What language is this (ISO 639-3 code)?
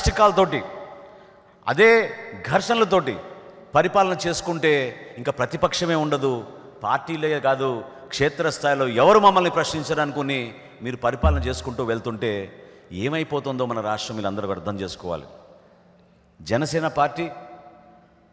tel